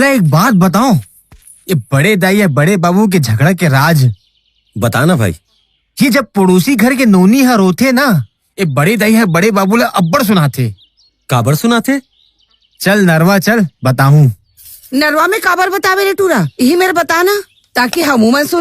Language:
Chhattisgarhi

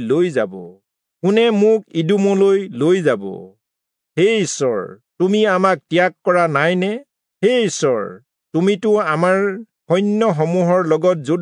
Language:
Assamese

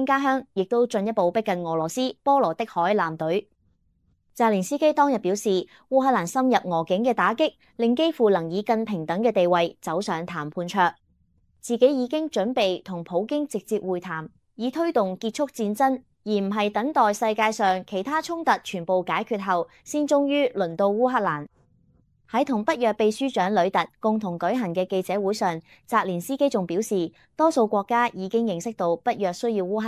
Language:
Cantonese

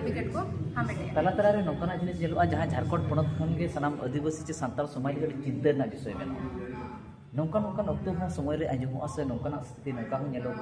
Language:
Santali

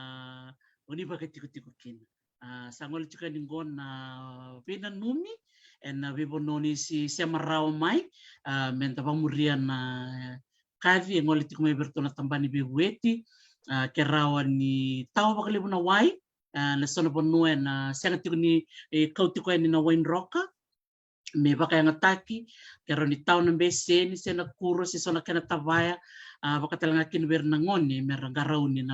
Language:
Fijian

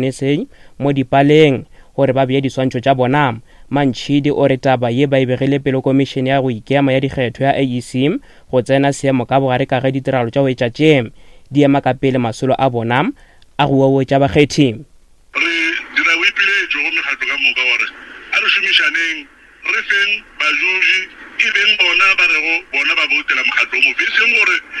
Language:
Northern Sotho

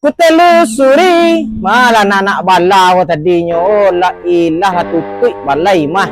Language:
Minangkabau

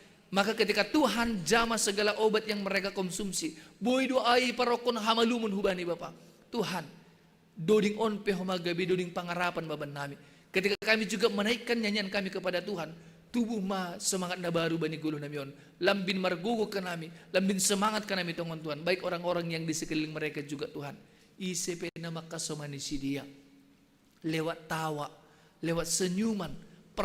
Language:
Batak Simalungun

